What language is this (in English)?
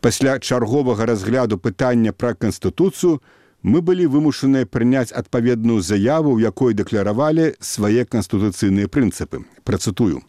Belarusian